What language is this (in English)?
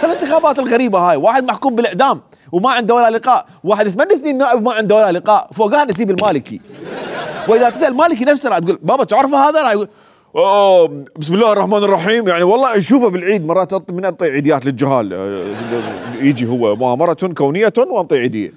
Mesopotamian Arabic